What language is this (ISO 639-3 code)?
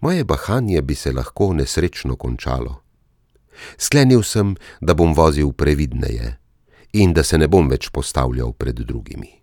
slv